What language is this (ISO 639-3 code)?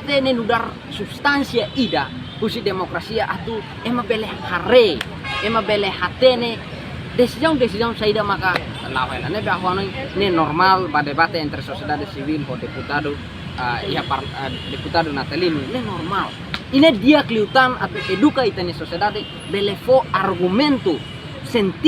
tet